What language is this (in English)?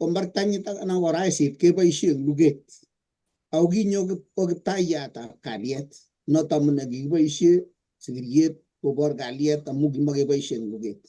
Kalenjin